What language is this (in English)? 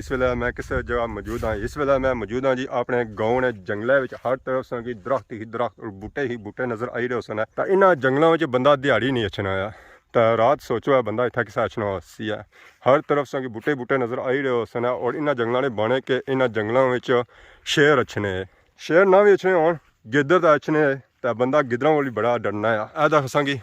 Pahari-Potwari